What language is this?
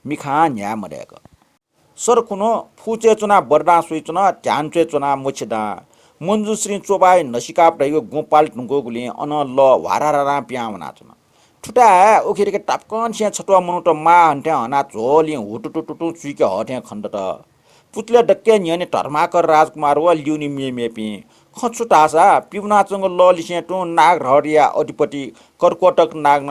Newari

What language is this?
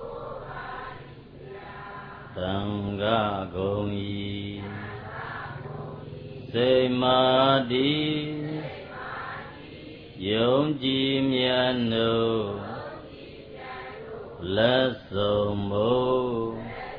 Burmese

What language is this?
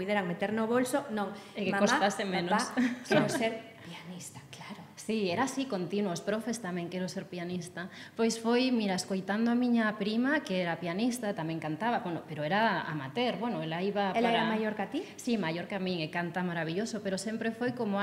Galician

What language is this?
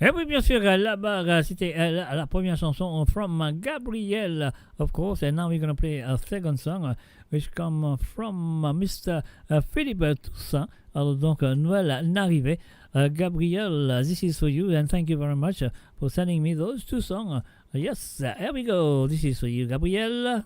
Morisyen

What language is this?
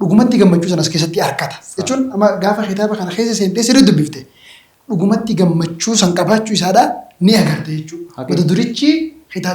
Oromo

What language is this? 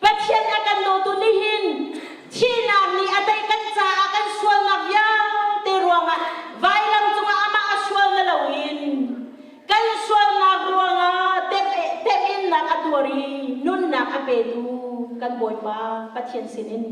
Hakha Chin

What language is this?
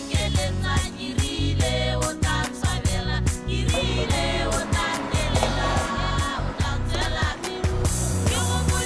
Tswana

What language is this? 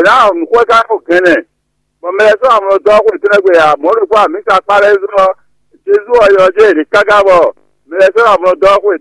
Fon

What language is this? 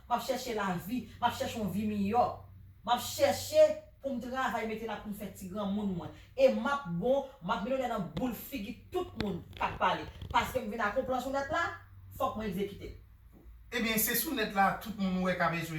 Haitian Creole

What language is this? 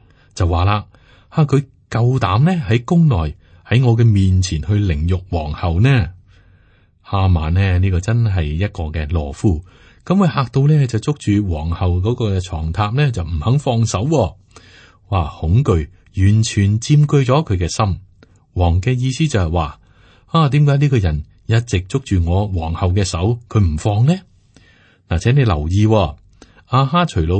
Cantonese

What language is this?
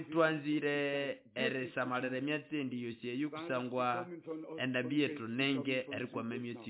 Nande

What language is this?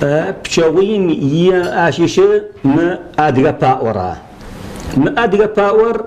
Kabardian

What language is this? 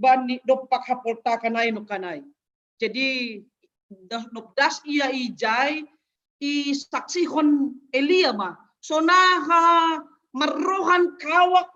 Batak Simalungun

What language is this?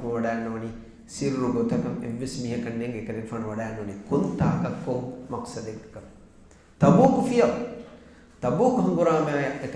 Divehi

